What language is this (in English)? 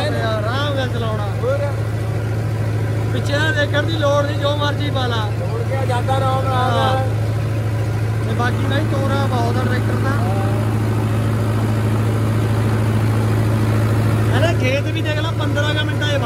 Punjabi